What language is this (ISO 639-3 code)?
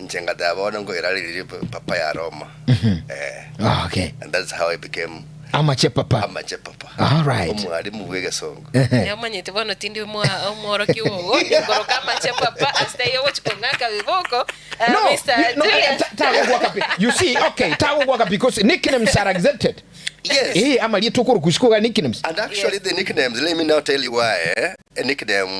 guz